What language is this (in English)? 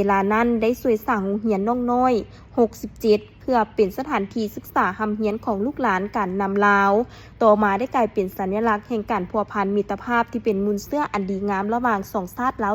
Lao